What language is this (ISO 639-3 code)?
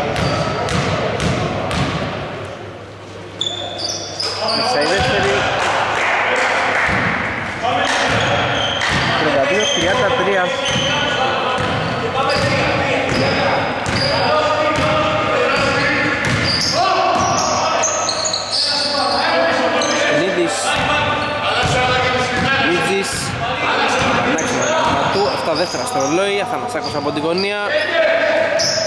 ell